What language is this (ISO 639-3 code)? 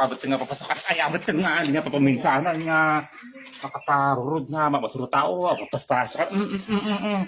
ilo